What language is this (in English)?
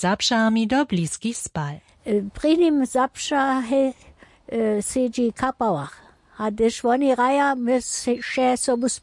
Upper Sorbian